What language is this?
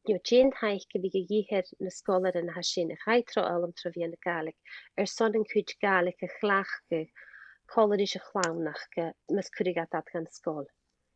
Scottish Gaelic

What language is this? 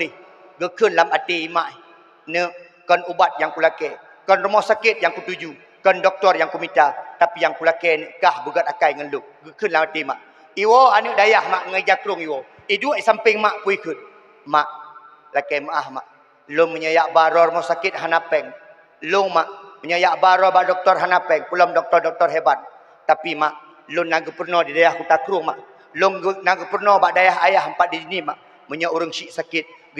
Achinese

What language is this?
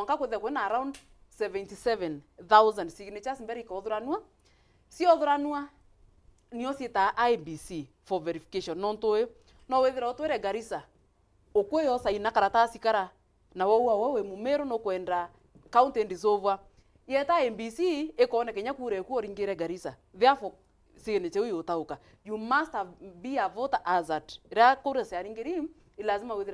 Meru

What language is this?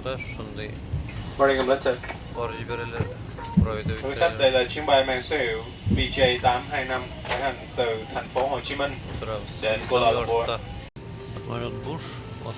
Tatar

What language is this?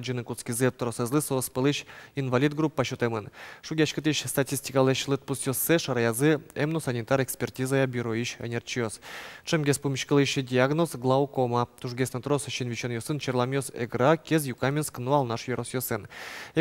Udmurt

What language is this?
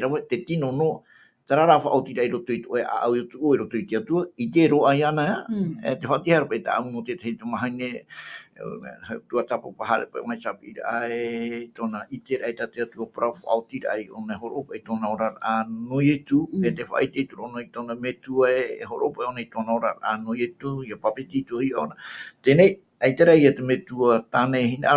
Tahitian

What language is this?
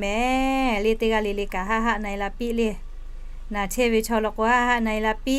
Lahu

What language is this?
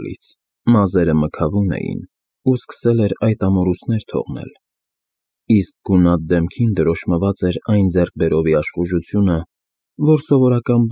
Armenian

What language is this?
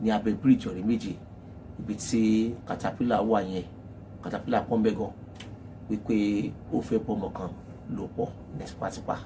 Yoruba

